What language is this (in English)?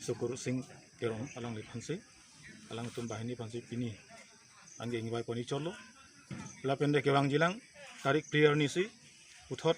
Karbi